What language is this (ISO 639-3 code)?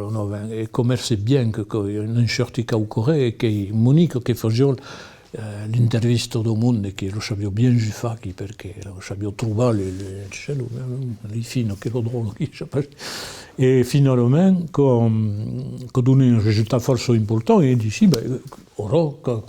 oci